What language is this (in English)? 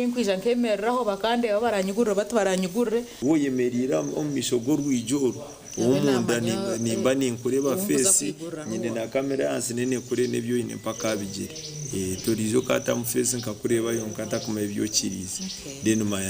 Nyankole